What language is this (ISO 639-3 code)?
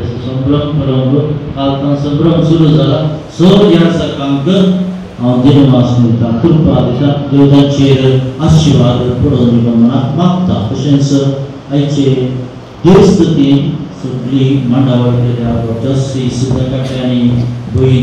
kok